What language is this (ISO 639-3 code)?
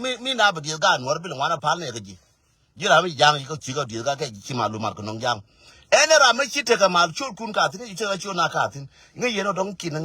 nus